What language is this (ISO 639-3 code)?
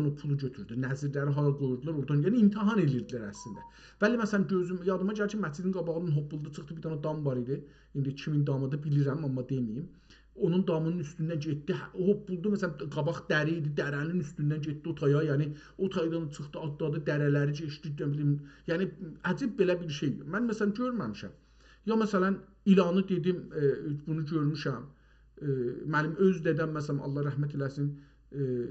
azb